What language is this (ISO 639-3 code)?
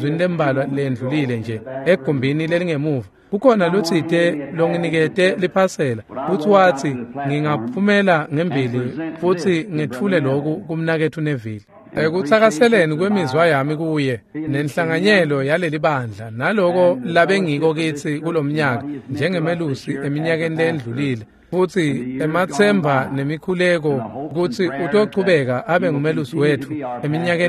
ssw